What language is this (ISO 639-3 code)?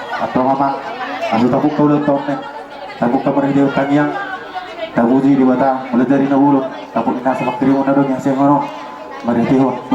bbc